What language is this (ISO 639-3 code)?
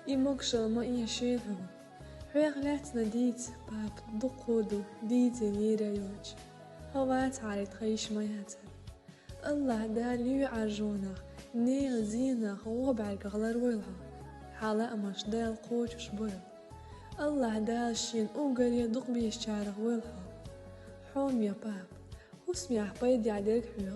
che